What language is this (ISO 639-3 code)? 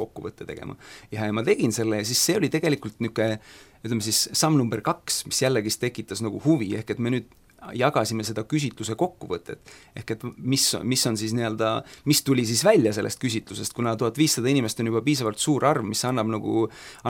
est